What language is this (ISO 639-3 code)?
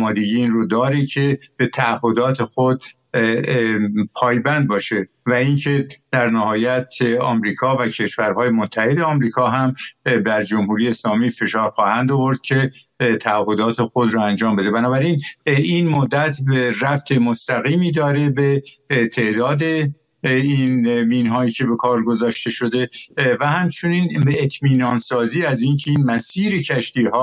fas